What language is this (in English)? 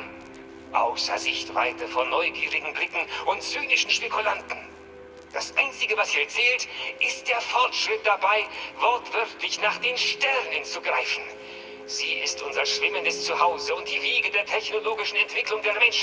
Bavarian